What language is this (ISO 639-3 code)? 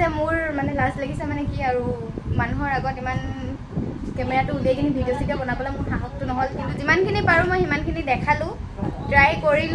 asm